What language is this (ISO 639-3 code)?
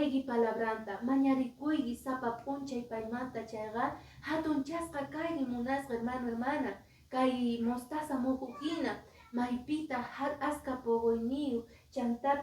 que